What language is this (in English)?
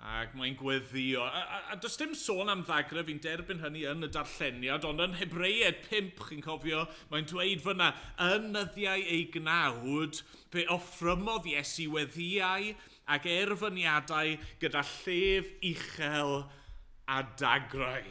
Welsh